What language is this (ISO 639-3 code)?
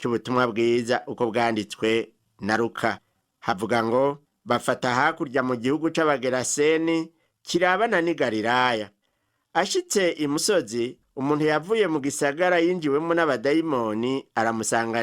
run